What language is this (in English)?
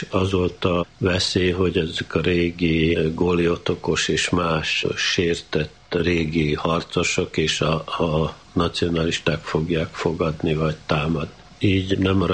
Hungarian